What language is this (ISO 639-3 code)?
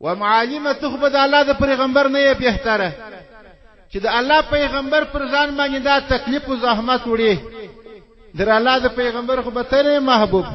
pus